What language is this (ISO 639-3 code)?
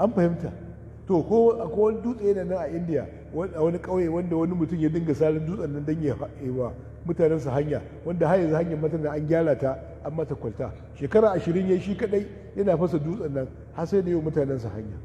hau